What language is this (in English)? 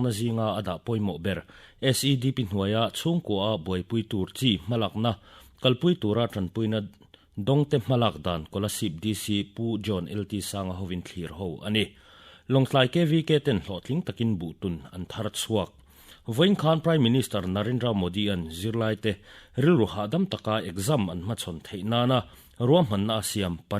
Mizo